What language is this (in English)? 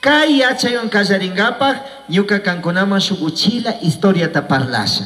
Chimborazo Highland Quichua